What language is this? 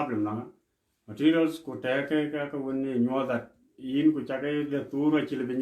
Dinka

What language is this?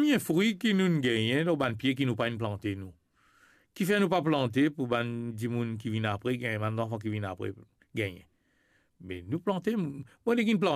Morisyen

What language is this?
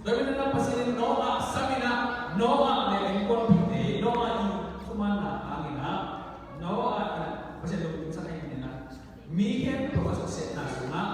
Tedim Chin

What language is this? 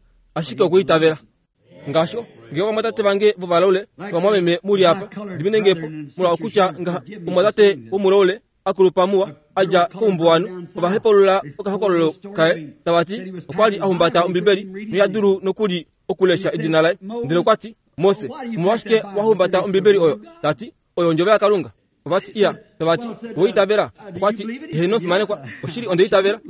Kuanyama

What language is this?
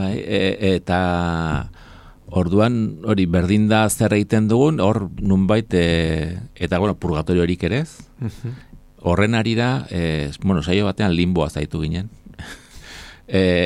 Basque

